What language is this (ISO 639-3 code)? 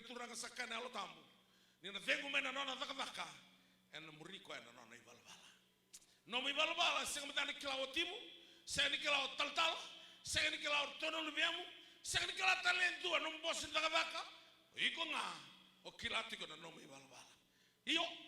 fij